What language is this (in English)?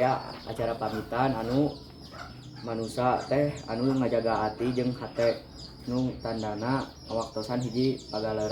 Sundanese